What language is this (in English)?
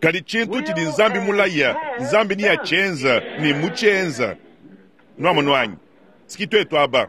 Luba-Lulua